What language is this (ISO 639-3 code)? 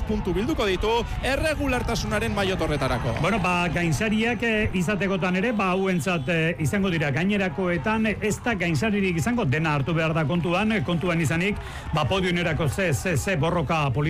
eus